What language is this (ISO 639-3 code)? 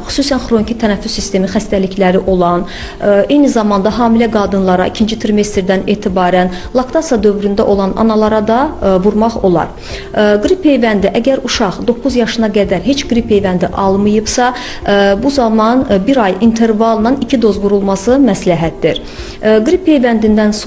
aze